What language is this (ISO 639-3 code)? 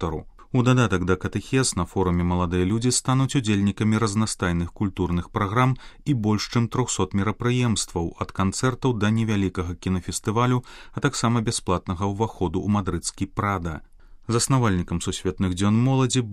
bel